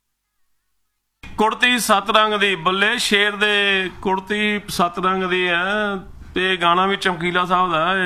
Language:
Punjabi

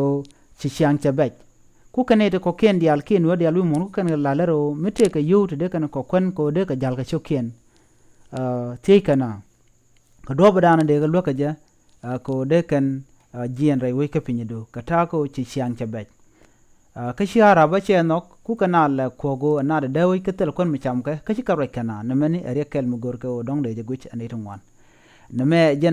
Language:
Nuer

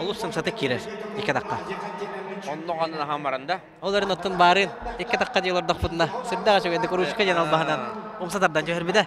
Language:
Yakut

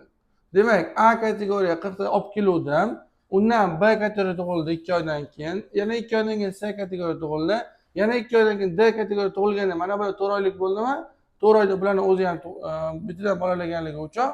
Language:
Uzbek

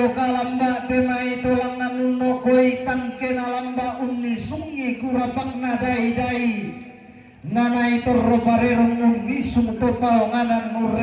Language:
Toraja-Sa'dan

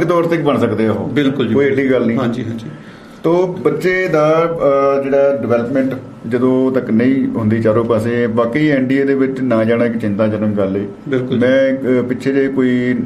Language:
Punjabi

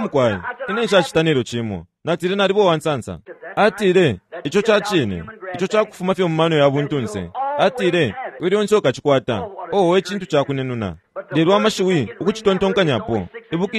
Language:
Bemba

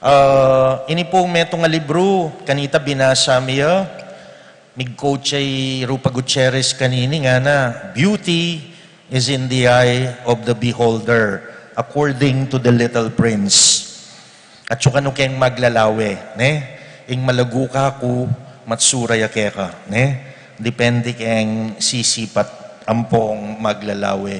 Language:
Pampanga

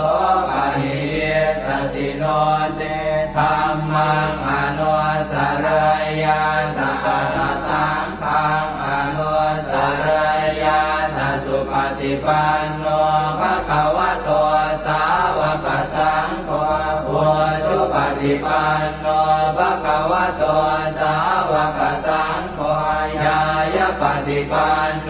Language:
Pali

